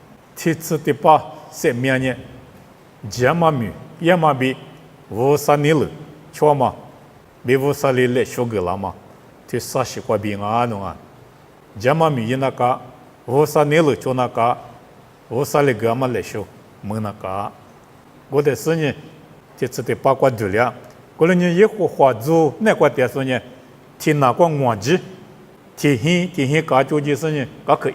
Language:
Lisu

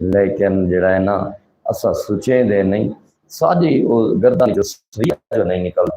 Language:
Saraiki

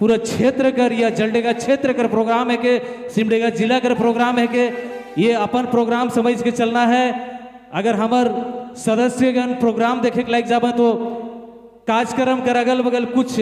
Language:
Sadri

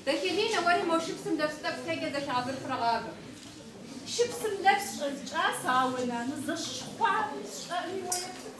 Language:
Kabardian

